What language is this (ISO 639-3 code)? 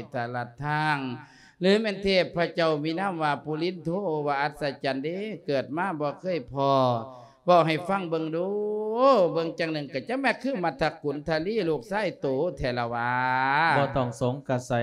lao